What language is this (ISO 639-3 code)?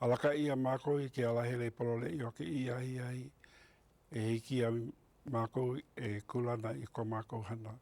haw